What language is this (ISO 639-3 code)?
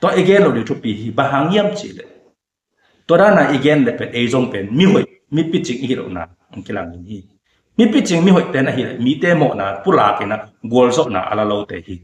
ctd